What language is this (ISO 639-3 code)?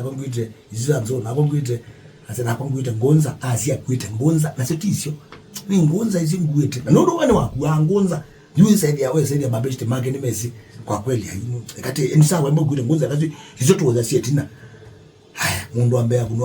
kam